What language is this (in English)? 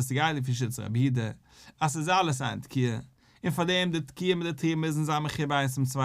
Yiddish